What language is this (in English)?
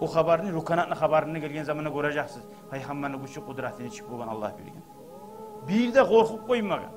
Kumyk